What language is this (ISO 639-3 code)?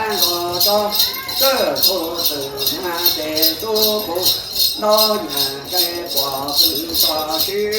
hmn